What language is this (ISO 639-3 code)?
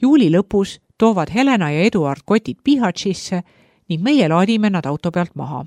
est